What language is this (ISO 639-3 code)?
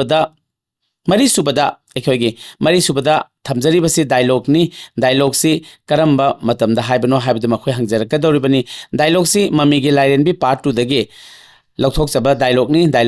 mni